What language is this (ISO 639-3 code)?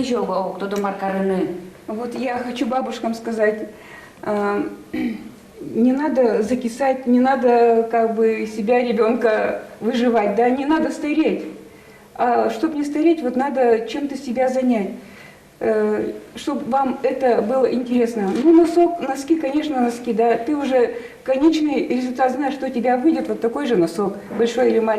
udm